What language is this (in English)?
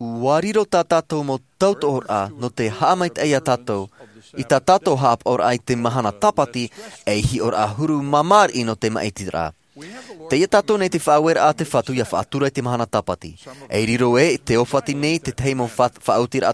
Tahitian